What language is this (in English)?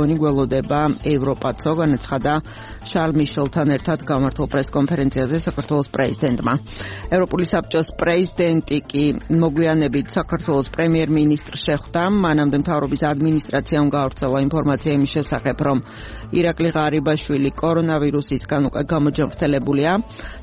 Georgian